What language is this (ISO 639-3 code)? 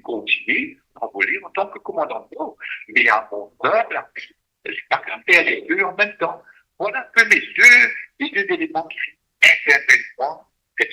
mfe